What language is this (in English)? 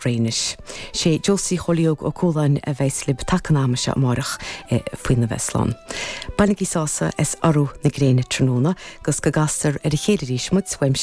Irish